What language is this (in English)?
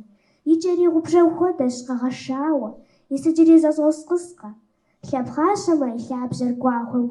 Kabardian